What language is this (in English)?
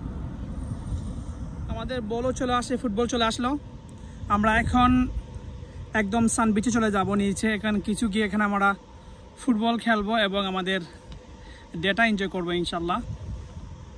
Bangla